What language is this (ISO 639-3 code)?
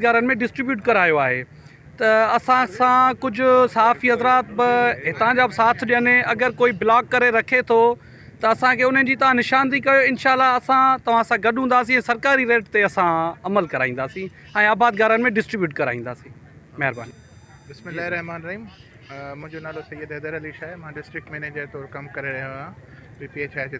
snd